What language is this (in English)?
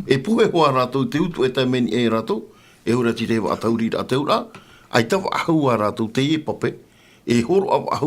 Tahitian